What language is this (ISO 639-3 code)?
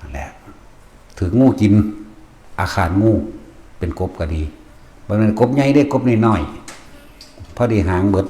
tts